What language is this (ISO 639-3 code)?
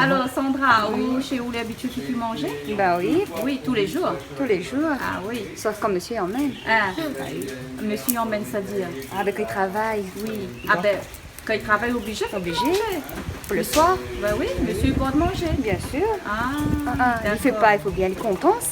rcf